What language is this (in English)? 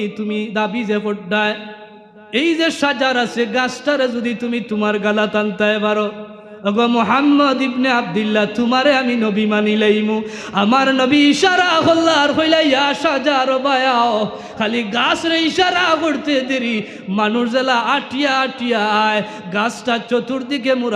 Sylheti